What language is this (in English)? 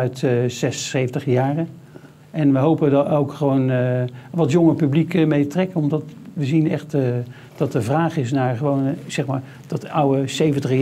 Dutch